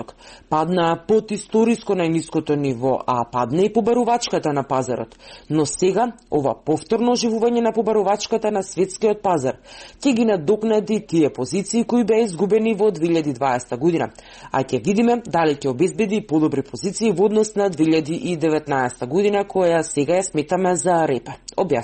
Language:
Macedonian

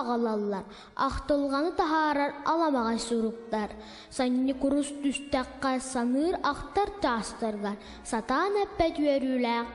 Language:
Yakut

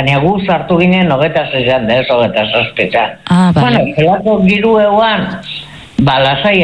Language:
Basque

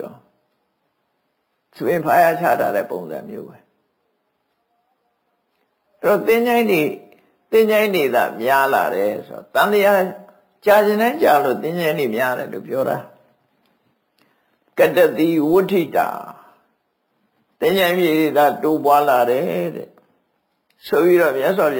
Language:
Burmese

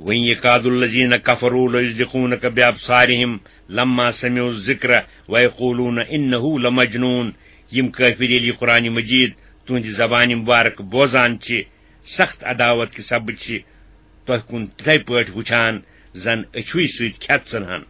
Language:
Kashmiri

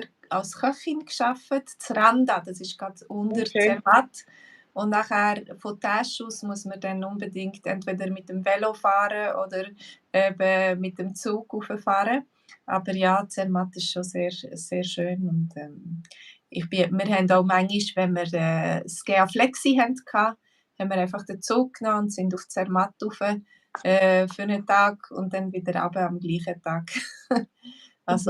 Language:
Swiss German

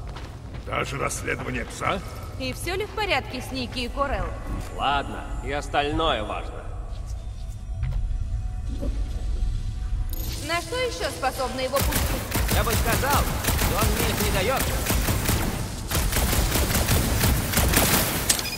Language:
Russian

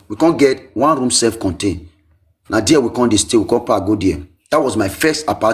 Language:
Nigerian Pidgin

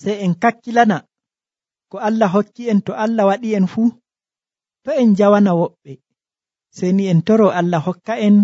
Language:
Nigerian Fulfulde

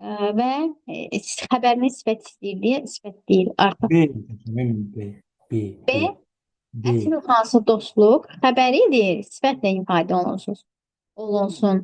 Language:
Azerbaijani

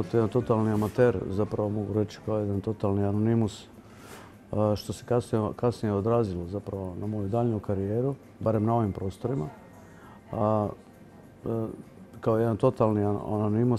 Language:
Croatian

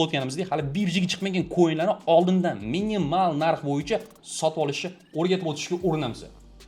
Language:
Uzbek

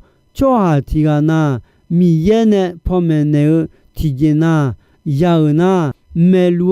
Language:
Akha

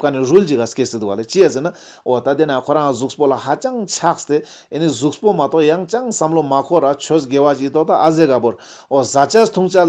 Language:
Ladakhi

